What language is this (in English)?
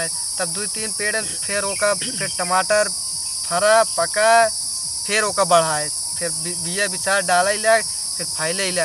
Awadhi